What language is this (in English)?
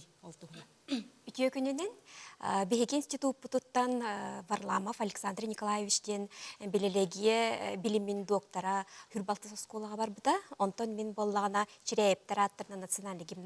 Yakut